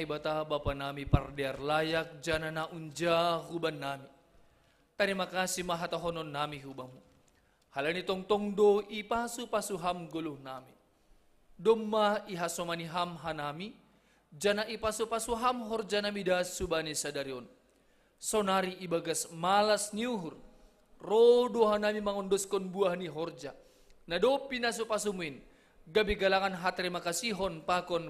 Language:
Batak Simalungun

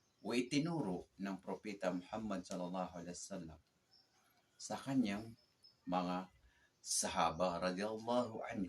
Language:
Maranao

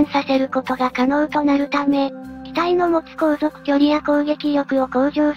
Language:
Japanese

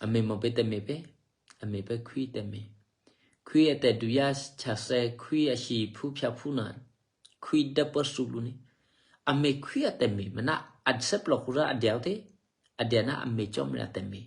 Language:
Eastern Kayah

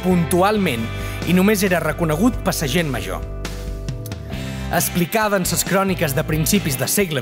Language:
Catalan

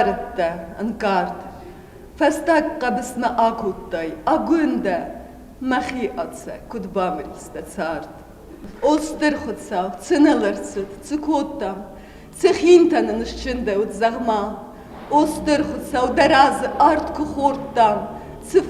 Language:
Ossetic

